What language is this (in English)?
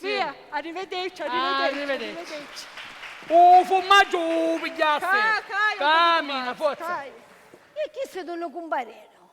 Sicilian